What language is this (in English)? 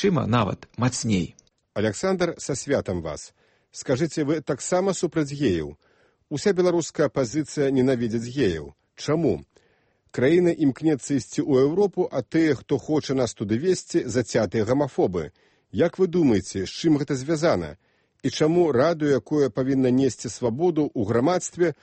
Belarusian